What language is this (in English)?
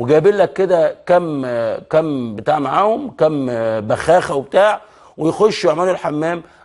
Egyptian Arabic